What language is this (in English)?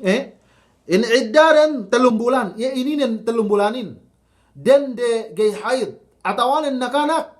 Yakan